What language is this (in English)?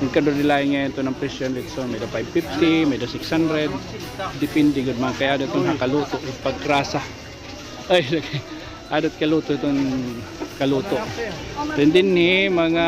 Waray